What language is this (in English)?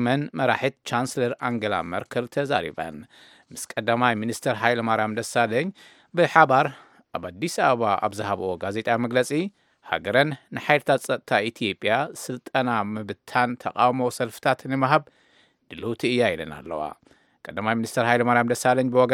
Tigrinya